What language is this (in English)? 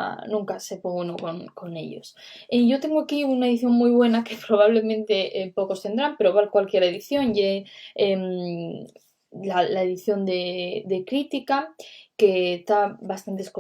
Asturian